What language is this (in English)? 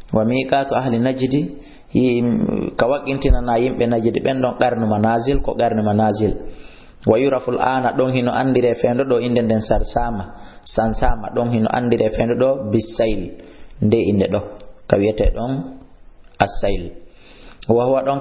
Fula